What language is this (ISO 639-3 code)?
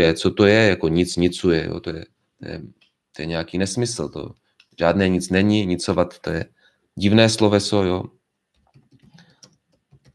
ces